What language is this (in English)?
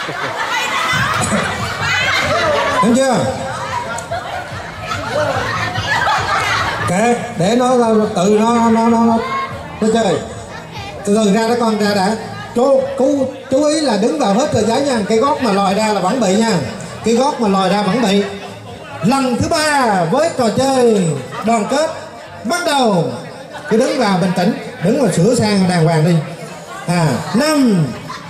Vietnamese